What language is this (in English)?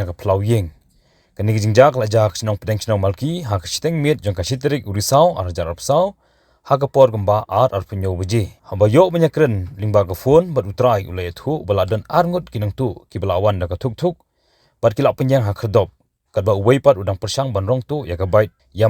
Khasi